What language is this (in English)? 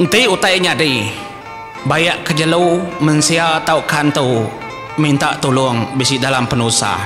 Iban